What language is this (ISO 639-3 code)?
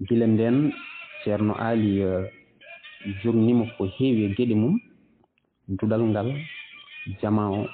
ful